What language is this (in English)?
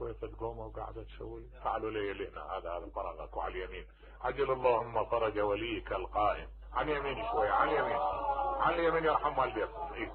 Mesopotamian Arabic